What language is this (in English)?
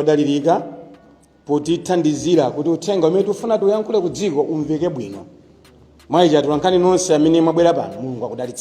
Nyanja